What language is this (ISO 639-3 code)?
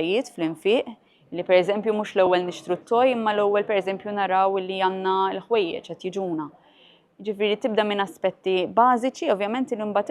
mlt